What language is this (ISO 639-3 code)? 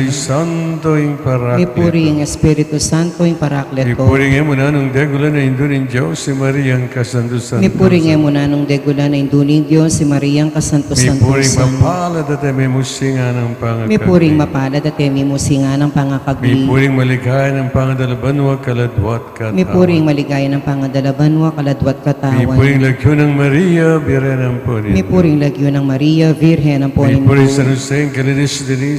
pam